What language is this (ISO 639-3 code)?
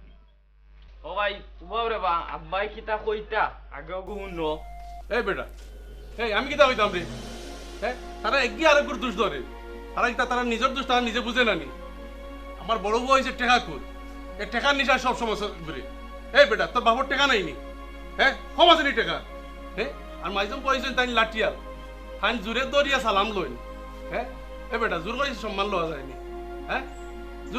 syl